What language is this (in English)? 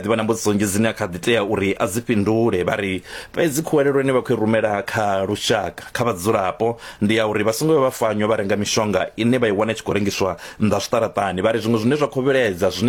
Venda